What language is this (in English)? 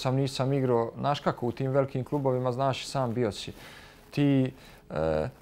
Bosnian